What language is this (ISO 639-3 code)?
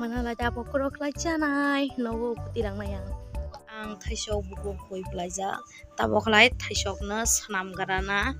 trp